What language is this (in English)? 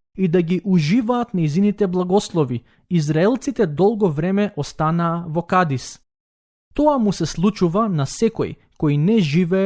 Macedonian